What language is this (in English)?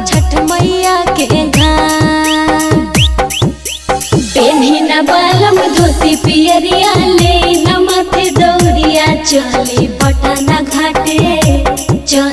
Magahi